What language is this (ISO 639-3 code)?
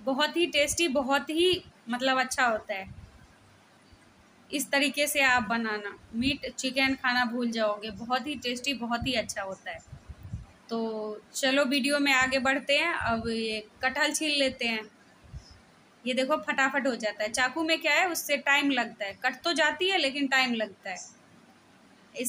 hin